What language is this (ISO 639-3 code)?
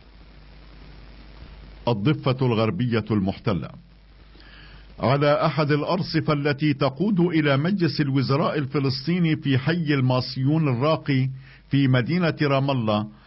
ara